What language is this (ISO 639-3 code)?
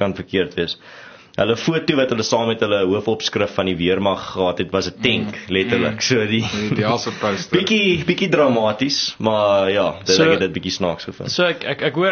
afr